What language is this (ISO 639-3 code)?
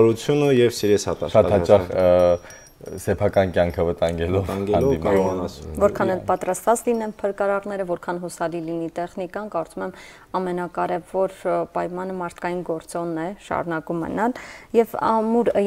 hye